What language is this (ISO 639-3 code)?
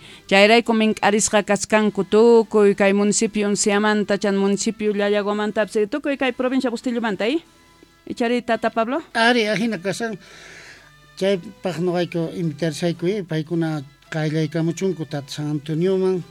que